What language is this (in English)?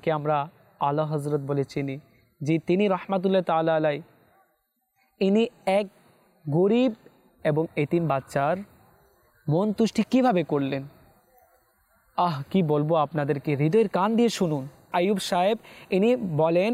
Bangla